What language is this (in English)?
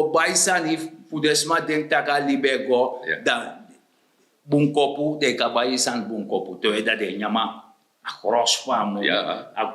Sranan Tongo